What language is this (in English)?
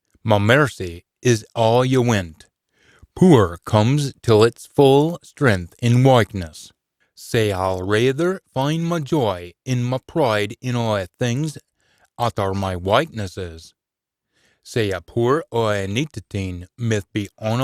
Scots